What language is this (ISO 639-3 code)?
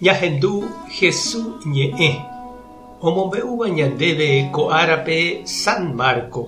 grn